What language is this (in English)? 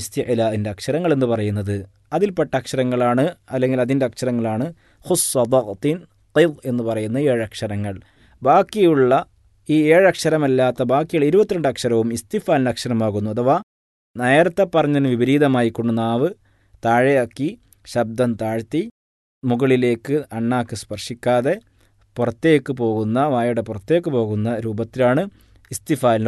Malayalam